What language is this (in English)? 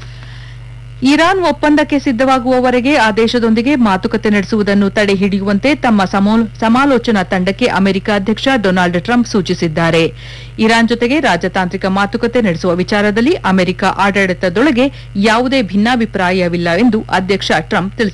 Kannada